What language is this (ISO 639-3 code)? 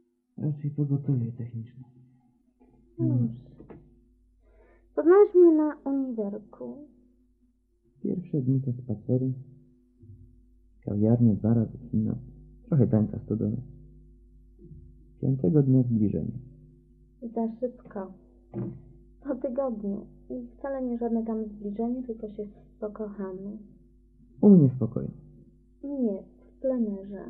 pol